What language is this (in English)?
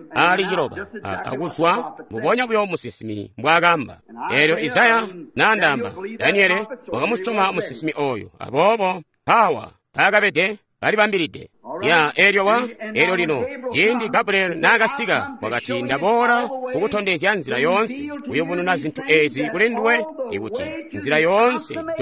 Tonga (Zambia)